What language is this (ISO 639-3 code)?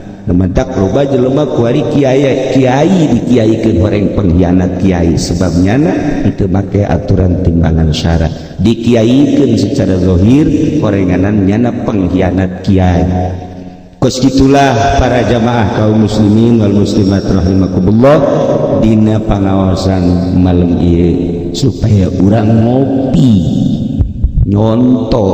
sun